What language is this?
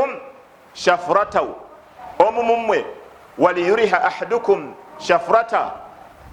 Ganda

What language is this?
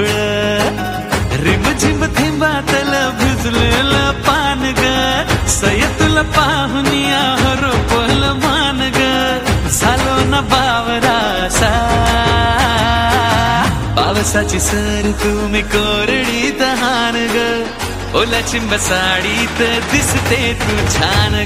Marathi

